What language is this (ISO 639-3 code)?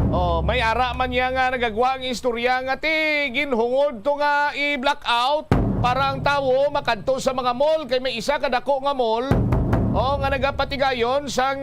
hil